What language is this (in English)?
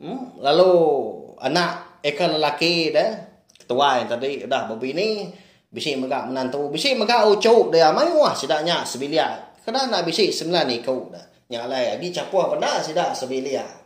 Iban